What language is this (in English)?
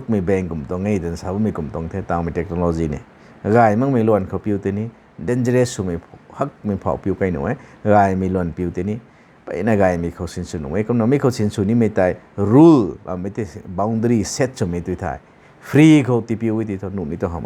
Rongmei Naga